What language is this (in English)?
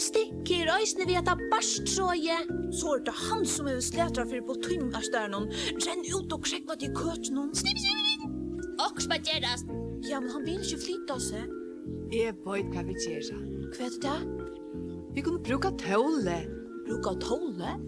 Faroese